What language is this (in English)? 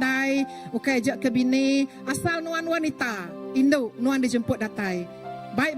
Iban